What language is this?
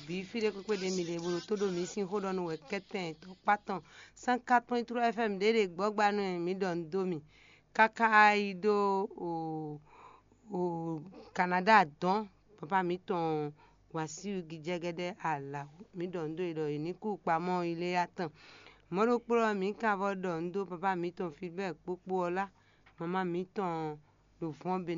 Fon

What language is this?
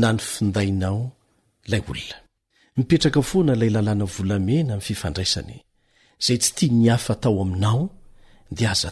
Malagasy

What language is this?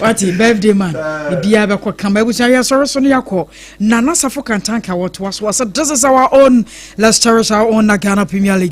Akan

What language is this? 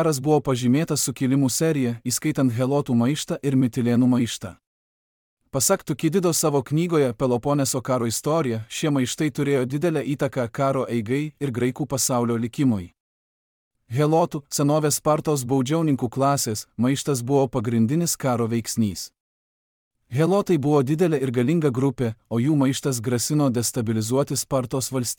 Lithuanian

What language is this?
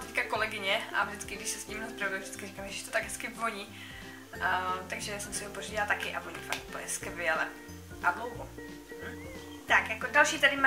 Czech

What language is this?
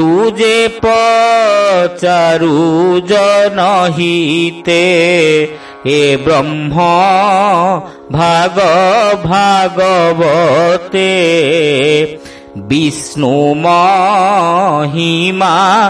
Odia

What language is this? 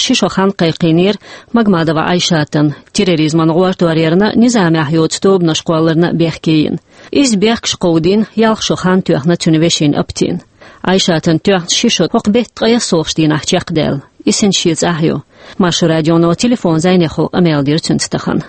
Chechen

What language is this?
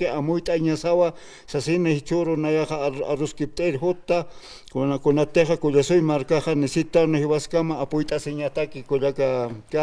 Aymara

